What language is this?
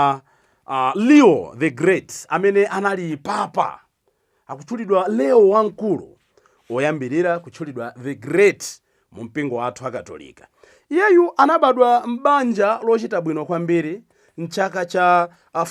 Nyanja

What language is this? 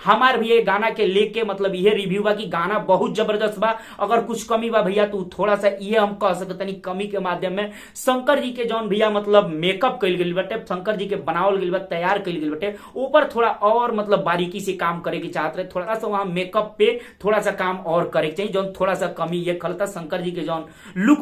Bhojpuri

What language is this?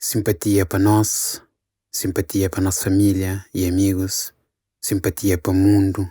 Kabuverdianu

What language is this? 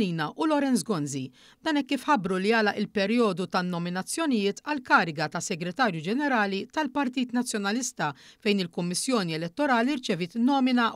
Maltese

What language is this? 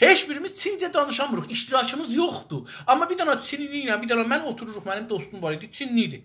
South Azerbaijani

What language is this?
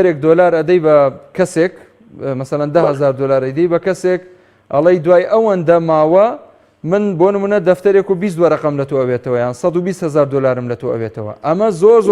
Central Kurdish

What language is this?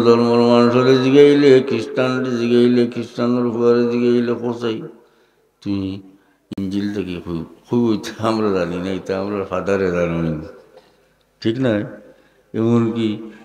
Sylheti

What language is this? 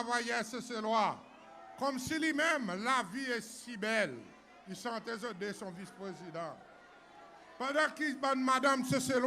Seselwa Creole French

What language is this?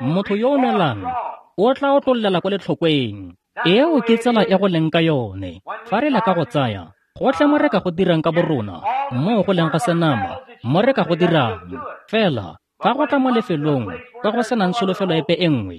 Tswana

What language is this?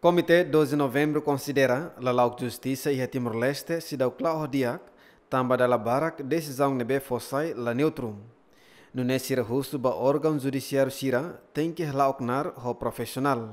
Tetum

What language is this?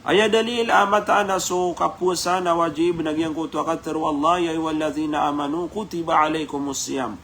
Maranao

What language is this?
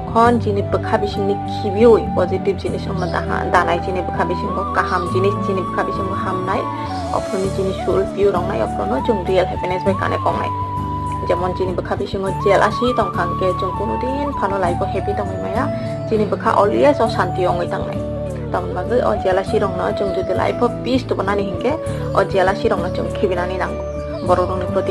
Kok Borok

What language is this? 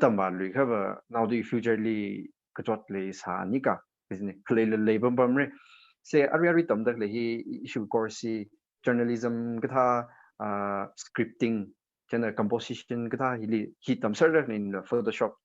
Tangkhul Naga (India)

